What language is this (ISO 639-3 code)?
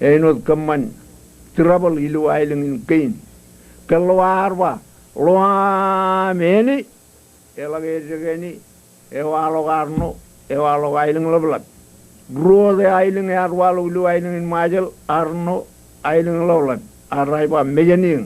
mah